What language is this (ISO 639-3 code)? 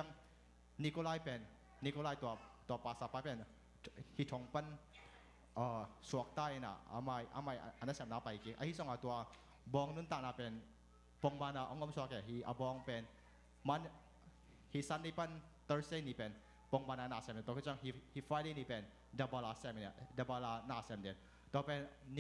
ctd